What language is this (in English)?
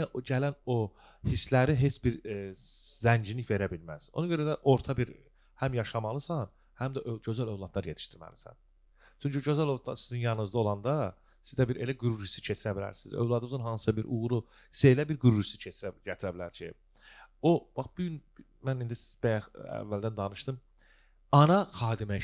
Azerbaijani